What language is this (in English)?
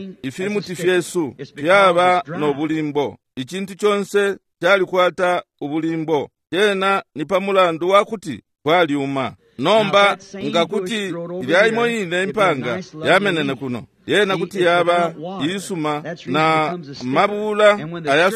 Bemba